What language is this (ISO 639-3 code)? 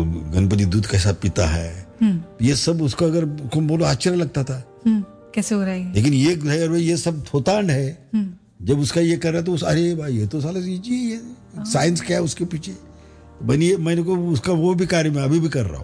hin